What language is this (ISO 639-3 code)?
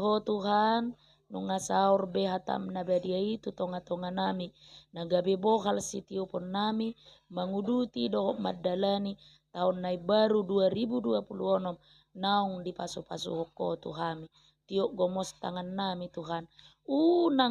bbc